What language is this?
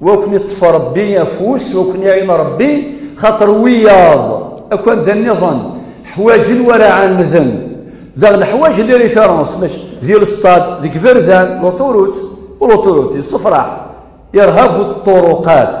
Kabyle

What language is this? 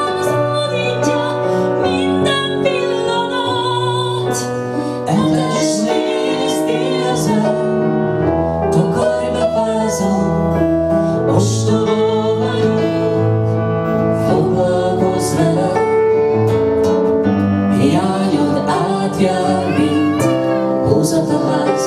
Hungarian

